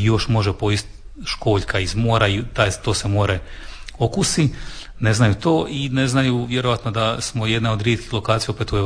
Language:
Croatian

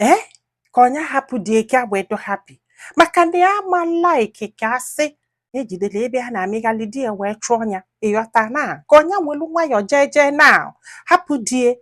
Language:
Igbo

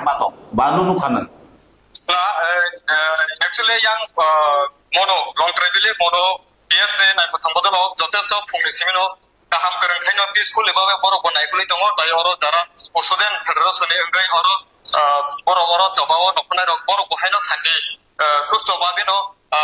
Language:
Kok Borok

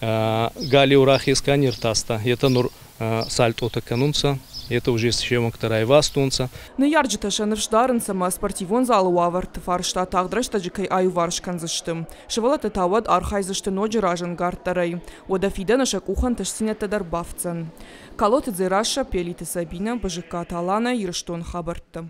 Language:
Ossetic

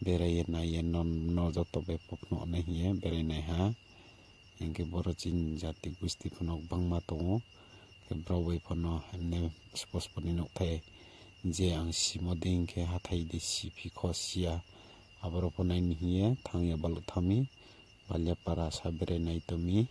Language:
Riang (India)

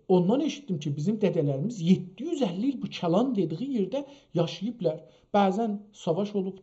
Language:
South Azerbaijani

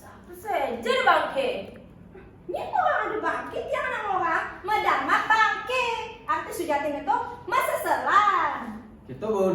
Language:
Balinese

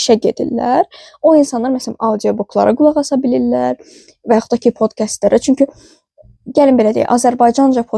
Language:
Azerbaijani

